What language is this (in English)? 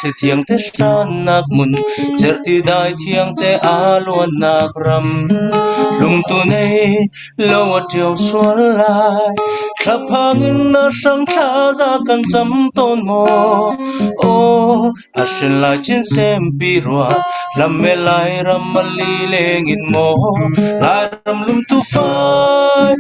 Falam Chin